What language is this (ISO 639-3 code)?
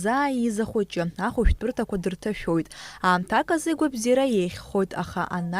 abk